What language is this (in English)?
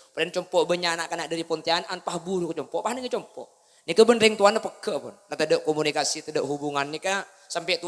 Madurese